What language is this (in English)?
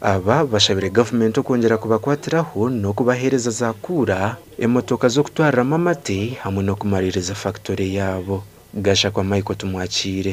Nyankole